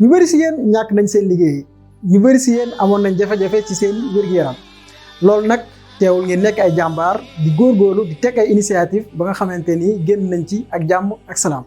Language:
Wolof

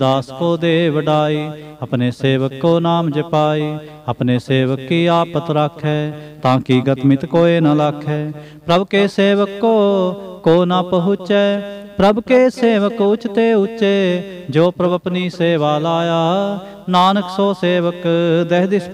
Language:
Punjabi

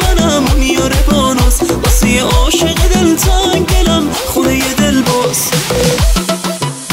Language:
Persian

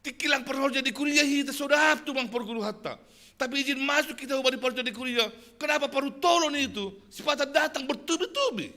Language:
Batak Simalungun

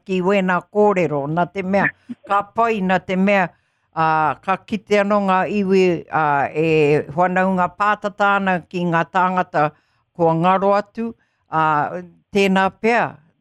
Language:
Māori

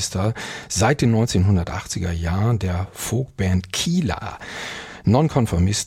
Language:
German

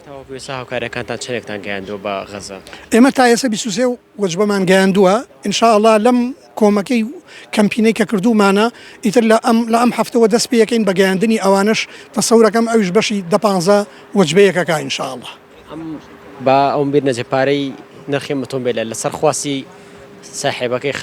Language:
Central Kurdish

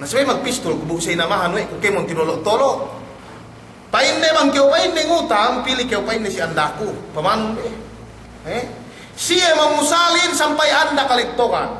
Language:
Yakan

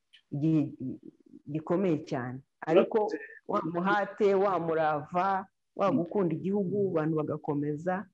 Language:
Kinyarwanda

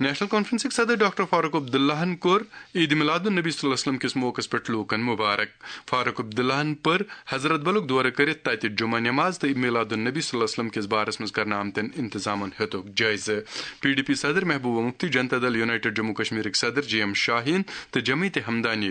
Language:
Kashmiri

